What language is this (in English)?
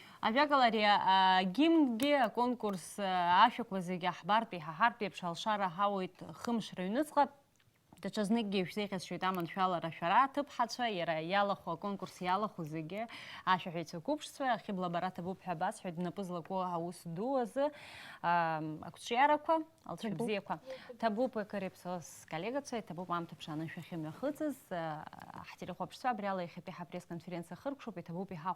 Abkhazian